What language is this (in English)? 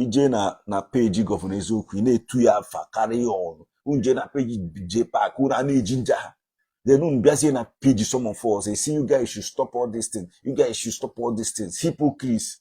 Igbo